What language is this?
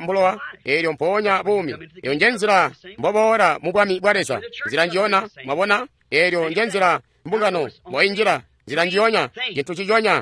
Tonga (Zambia)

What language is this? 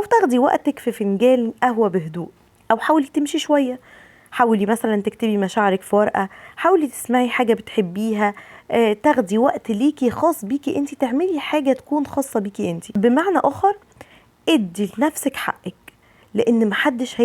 Egyptian Arabic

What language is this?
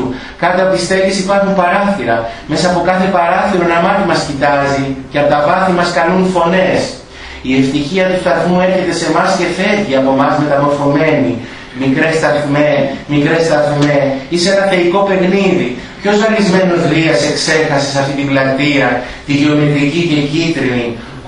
Greek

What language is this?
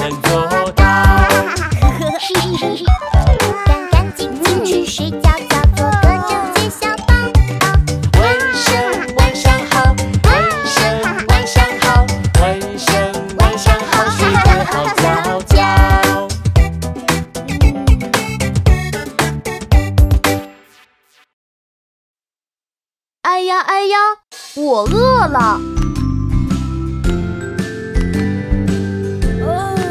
Chinese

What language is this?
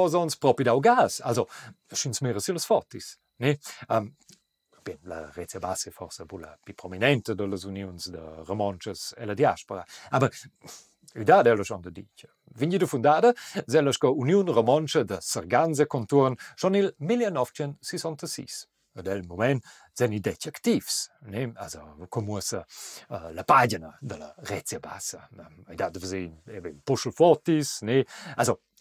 Romansh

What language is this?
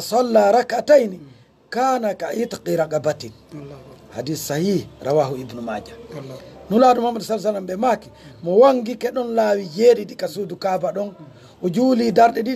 Fula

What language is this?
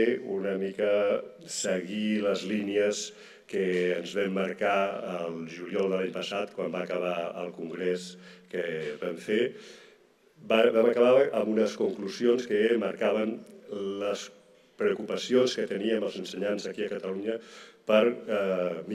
Catalan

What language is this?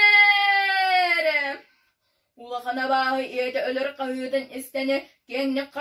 Yakut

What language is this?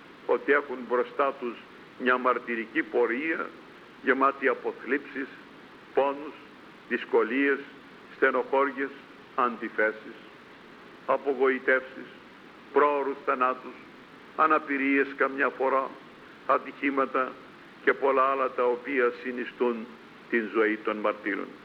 Greek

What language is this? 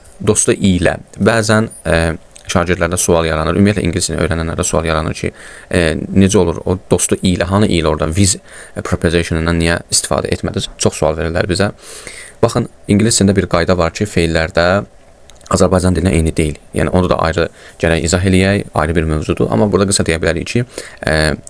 Azerbaijani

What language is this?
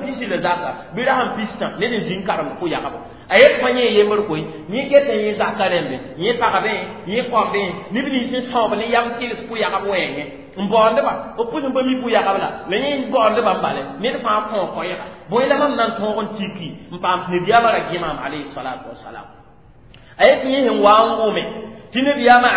Mossi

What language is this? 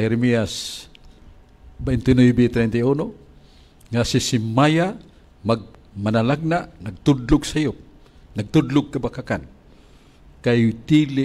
Cebuano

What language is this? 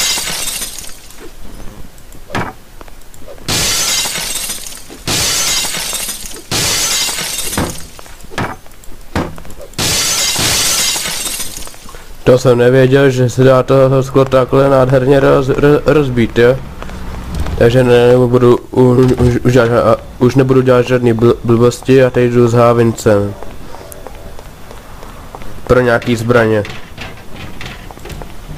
Czech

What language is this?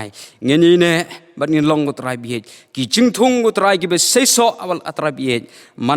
Khasi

